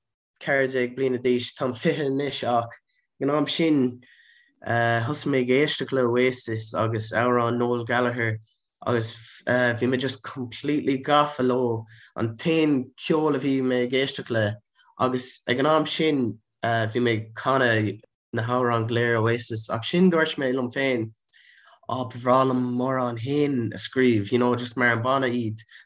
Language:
Irish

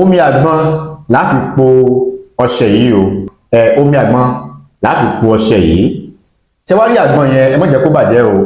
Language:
Yoruba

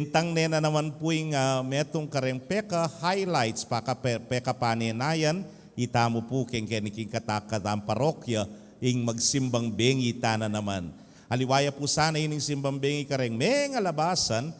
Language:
Pampanga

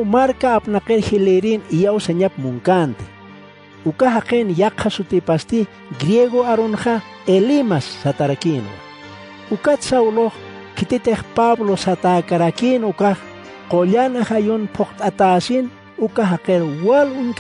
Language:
Aymara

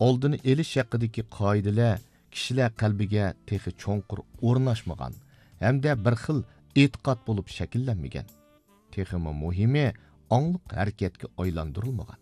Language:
Uyghur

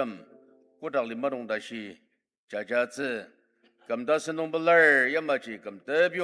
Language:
Ao Naga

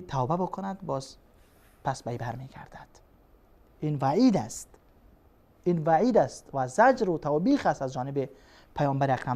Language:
Persian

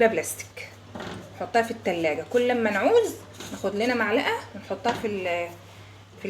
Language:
Egyptian Arabic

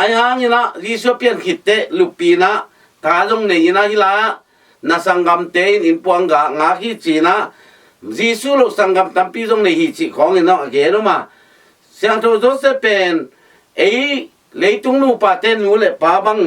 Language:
Tedim Chin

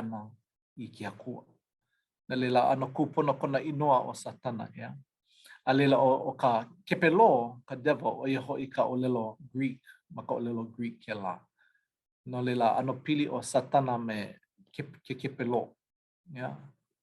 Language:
Hawaiian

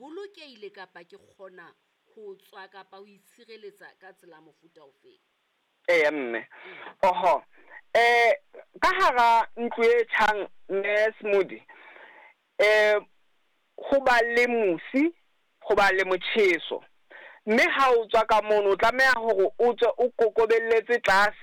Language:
Southern Sotho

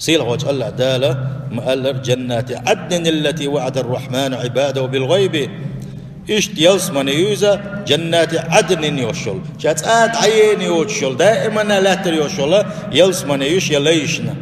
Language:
Chechen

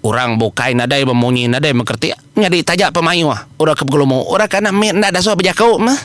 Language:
Iban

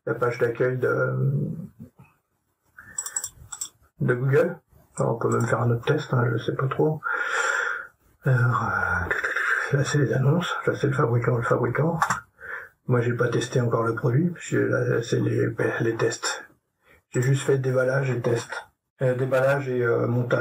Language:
French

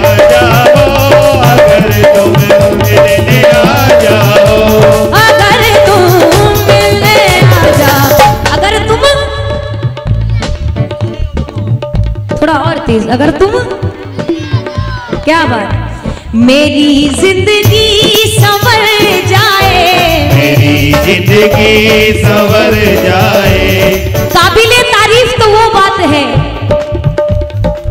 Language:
Hindi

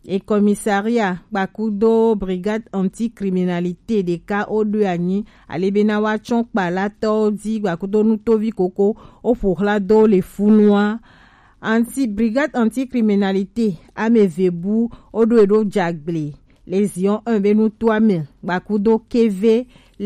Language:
Gen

